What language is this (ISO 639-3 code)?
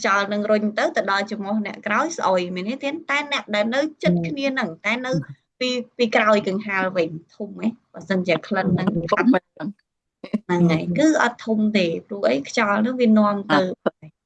khm